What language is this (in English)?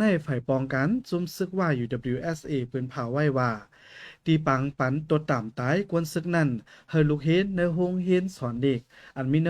Shan